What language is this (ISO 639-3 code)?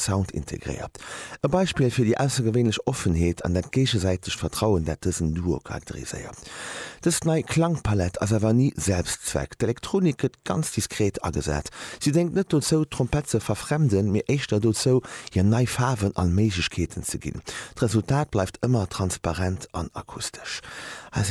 ltz